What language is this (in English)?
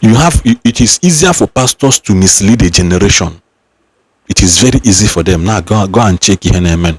Igbo